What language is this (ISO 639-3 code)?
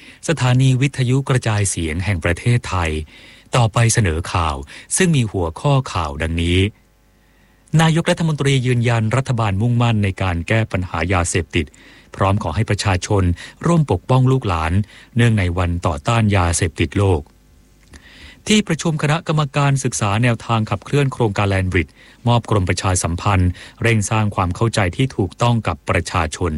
tha